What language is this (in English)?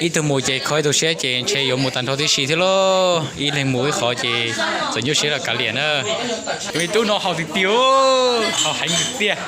Hmong